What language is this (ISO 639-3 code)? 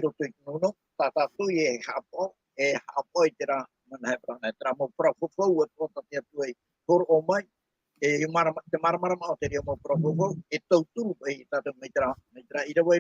tah